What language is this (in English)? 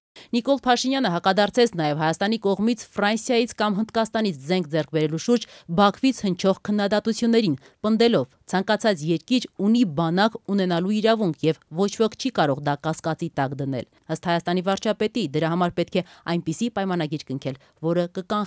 Armenian